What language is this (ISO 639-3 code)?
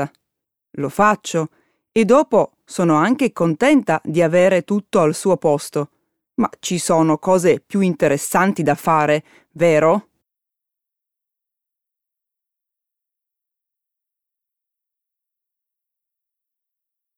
ita